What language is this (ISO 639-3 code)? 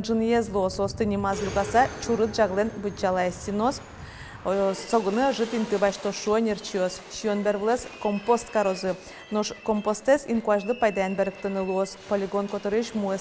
udm